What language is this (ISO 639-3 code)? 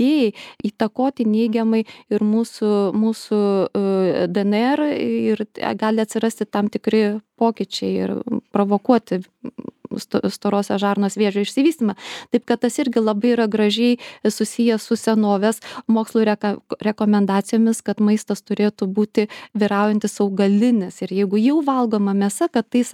lit